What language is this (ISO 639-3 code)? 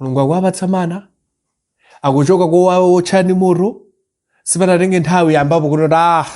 nya